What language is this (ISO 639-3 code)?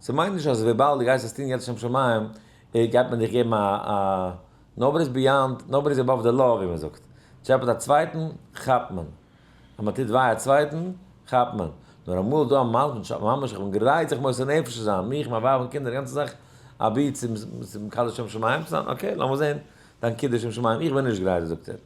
yid